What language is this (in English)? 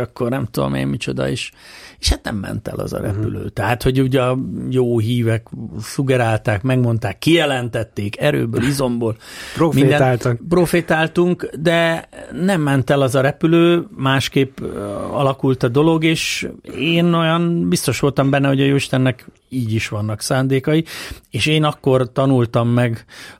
Hungarian